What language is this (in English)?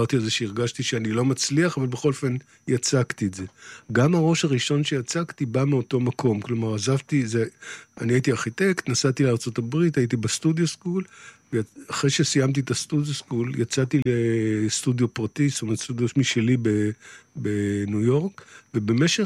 Hebrew